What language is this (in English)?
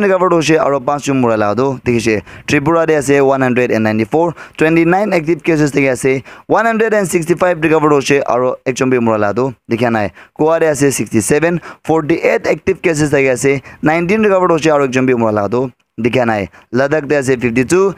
Naga Pidgin